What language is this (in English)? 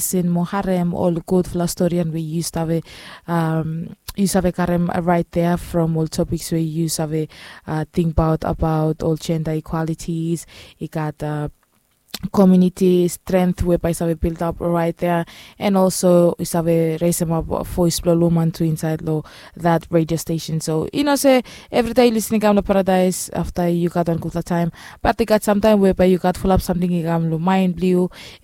Bislama